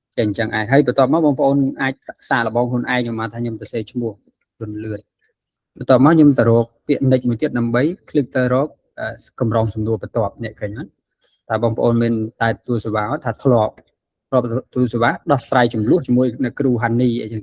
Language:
Khmer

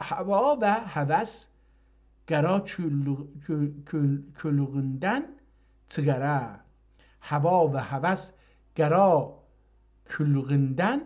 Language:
South Azerbaijani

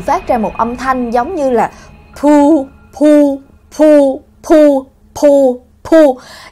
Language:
Vietnamese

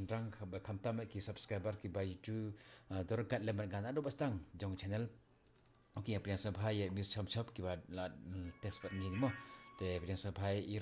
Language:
Khasi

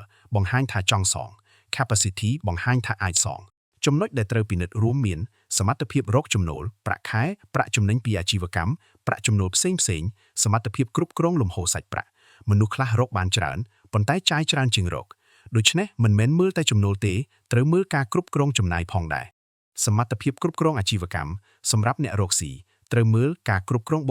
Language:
Khmer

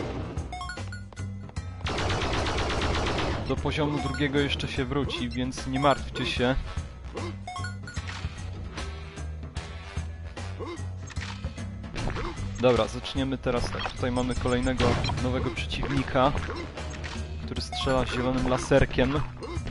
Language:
Polish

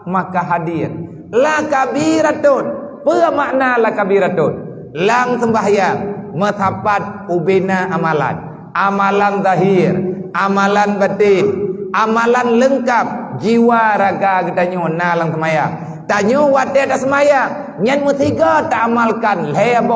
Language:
Achinese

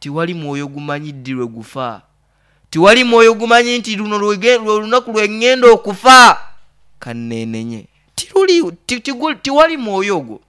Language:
Nyoro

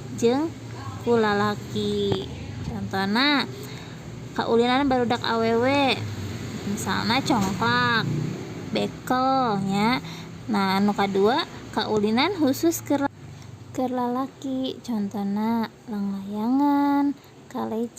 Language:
Sundanese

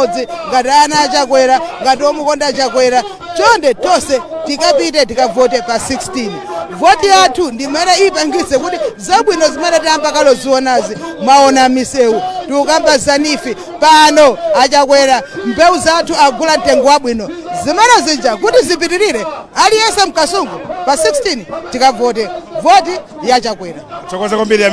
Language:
Nyanja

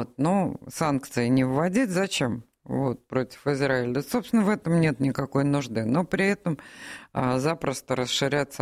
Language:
Russian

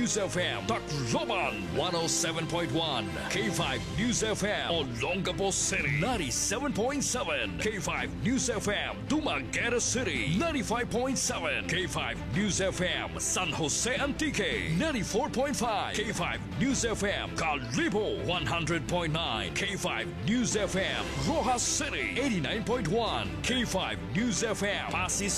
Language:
Filipino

